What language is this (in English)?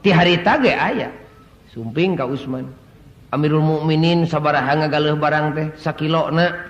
Sundanese